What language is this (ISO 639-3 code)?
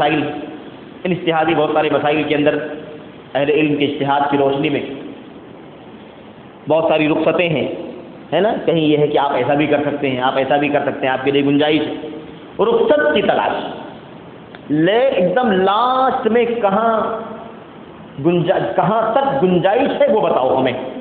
urd